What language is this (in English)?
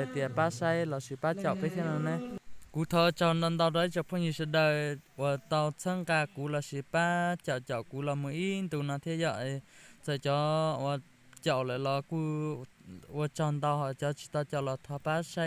Hmong